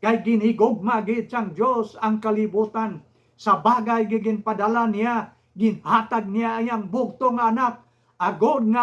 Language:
Hiligaynon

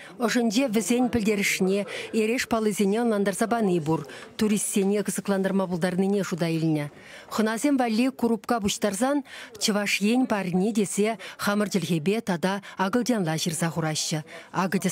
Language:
Chuvash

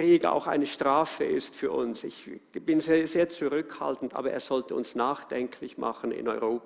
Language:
Swiss German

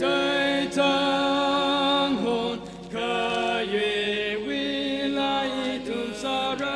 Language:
Tangkhul Naga (India)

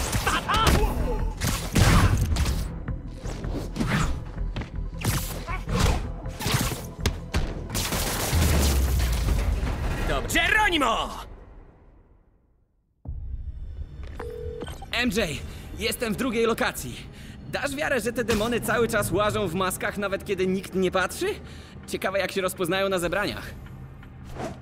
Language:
Polish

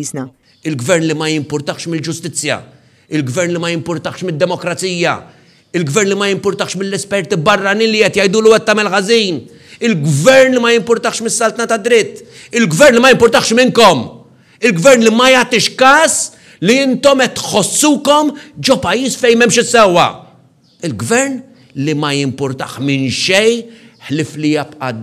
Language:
Maltese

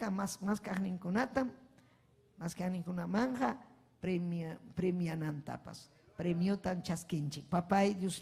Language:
Ayacucho Quechua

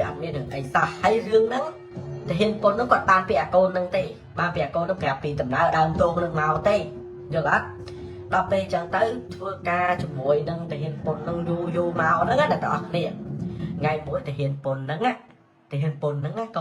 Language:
Khmer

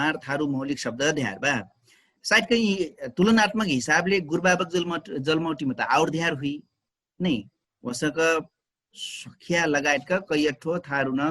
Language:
Dangaura Tharu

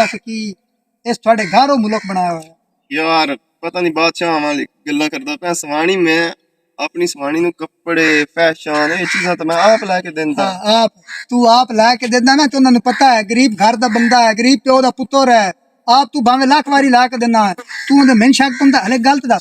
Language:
Western Panjabi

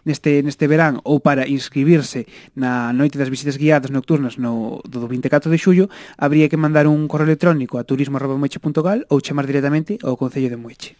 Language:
Galician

